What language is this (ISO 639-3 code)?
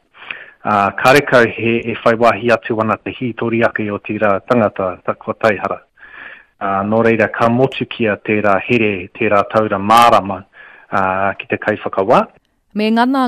mri